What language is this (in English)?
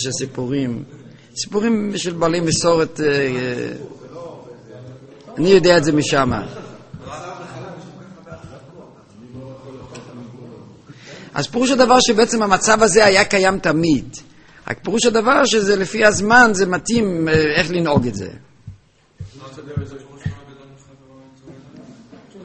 Hebrew